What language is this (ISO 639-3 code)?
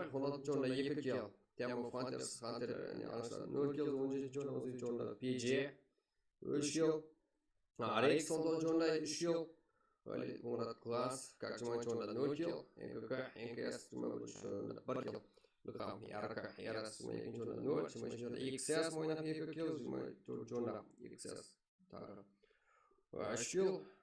kaa